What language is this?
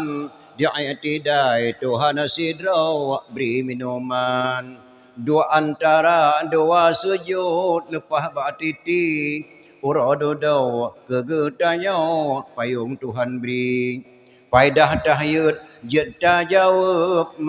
Achinese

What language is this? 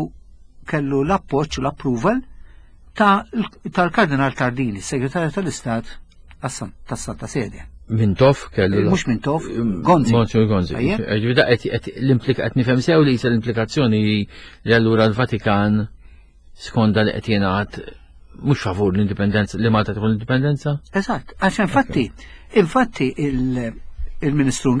Maltese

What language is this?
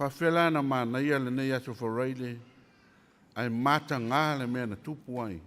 Samoan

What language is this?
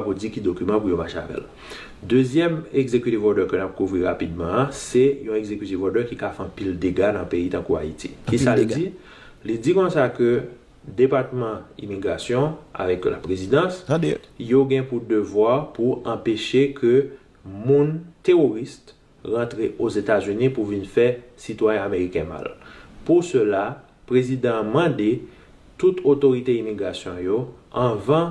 Haitian Creole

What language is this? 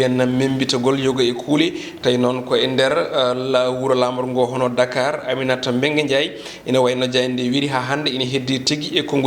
Fula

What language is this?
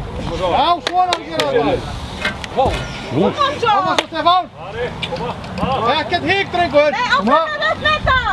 Icelandic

